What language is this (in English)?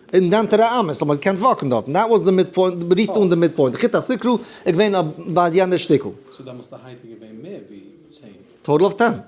Yiddish